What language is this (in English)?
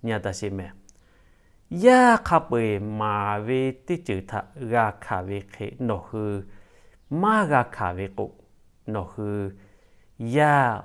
Lahu